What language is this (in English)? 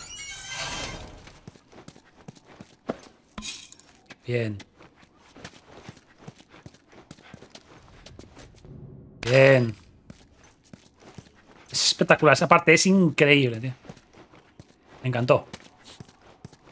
Spanish